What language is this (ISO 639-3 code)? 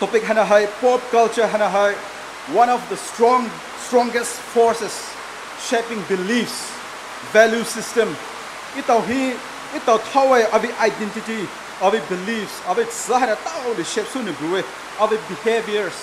pmx